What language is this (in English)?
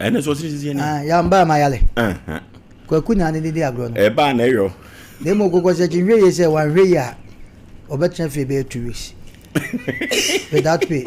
Akan